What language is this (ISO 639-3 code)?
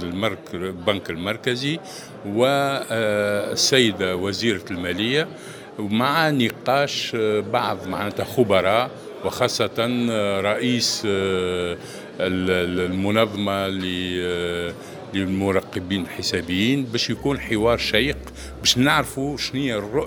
aeb